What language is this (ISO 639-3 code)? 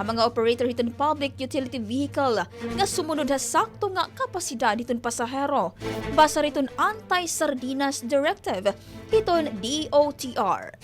war